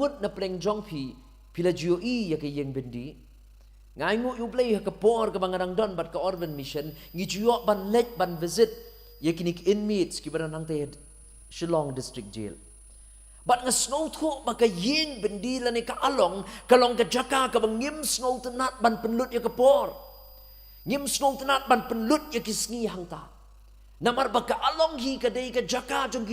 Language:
Khasi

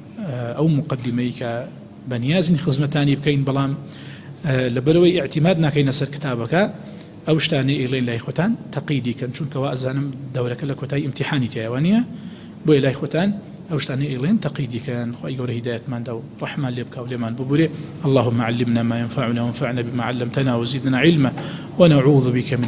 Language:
Central Kurdish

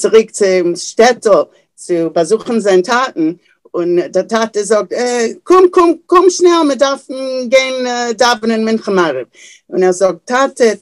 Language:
Yiddish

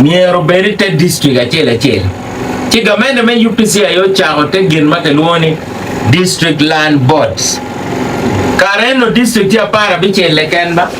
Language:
Acoli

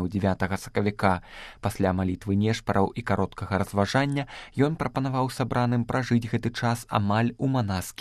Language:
Belarusian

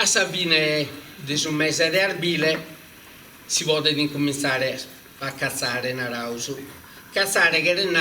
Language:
Sardinian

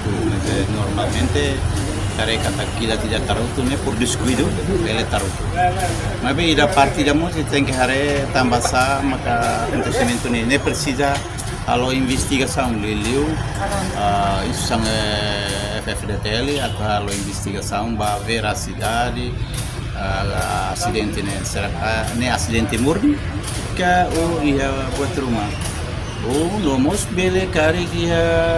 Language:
Tetum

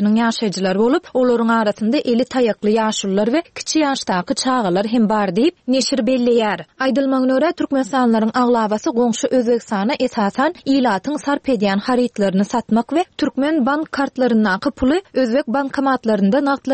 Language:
Turkmen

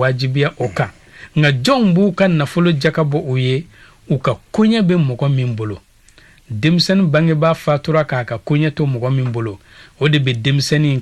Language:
Bambara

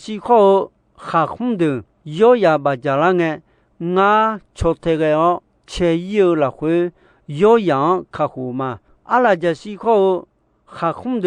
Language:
Akha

